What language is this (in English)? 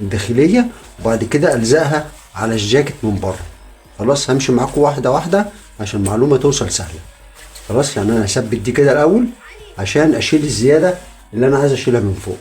Egyptian Arabic